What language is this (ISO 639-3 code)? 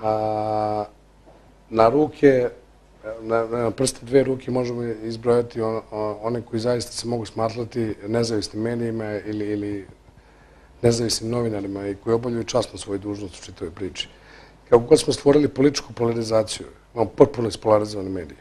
bos